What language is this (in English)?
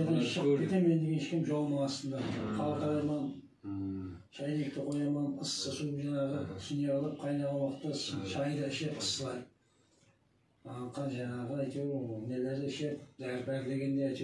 Kazakh